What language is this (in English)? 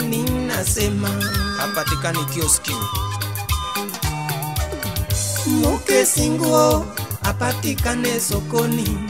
Swahili